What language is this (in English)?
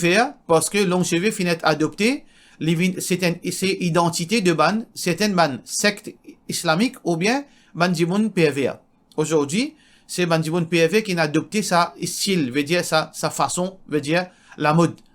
Morisyen